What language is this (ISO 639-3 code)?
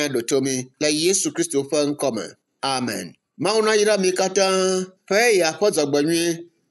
ewe